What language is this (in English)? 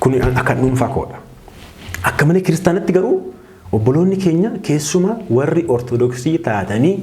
Oromo